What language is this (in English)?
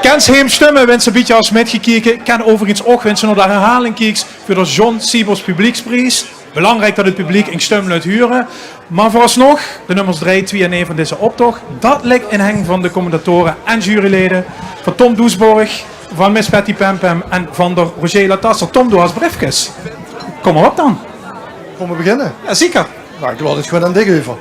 Limburgish